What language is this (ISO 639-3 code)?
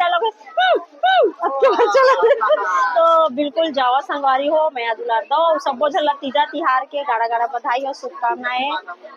hne